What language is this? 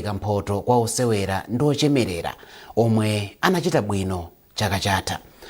Nyanja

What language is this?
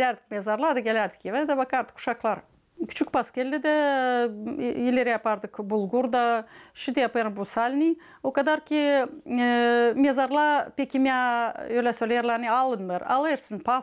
Gagauz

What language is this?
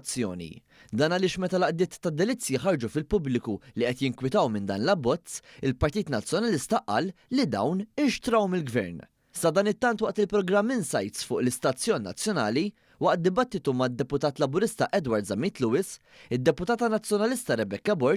Maltese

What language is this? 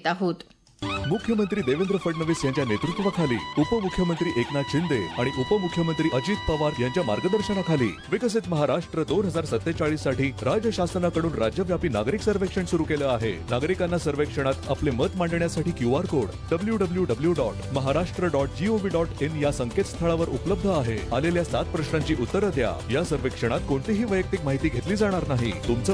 Marathi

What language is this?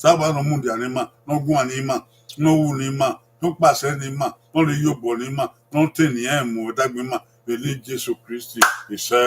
Bini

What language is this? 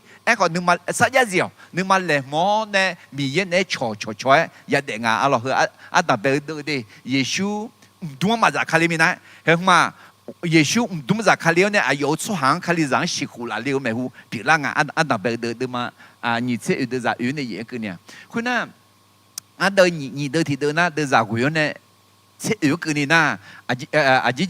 Akha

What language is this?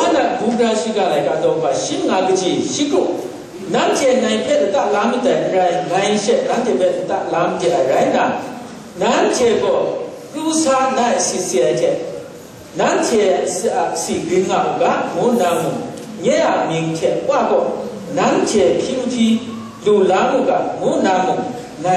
Kachin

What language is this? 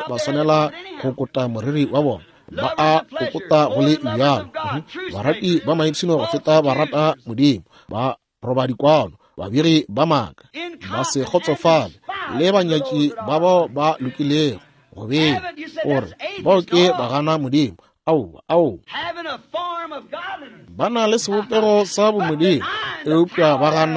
Northern Sotho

